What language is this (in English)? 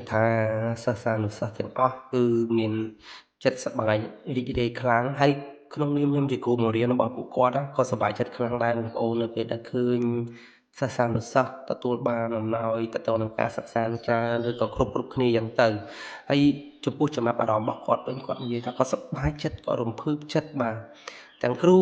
Khmer